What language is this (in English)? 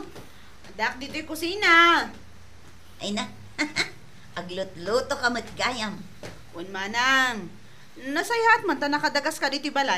Iloko